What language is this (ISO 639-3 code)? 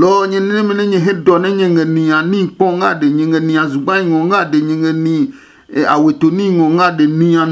ada